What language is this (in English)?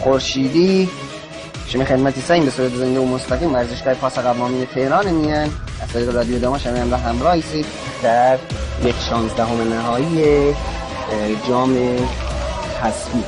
Gilaki